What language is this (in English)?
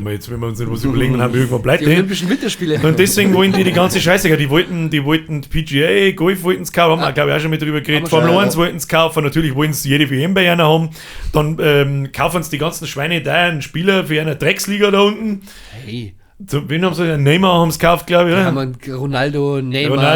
Bavarian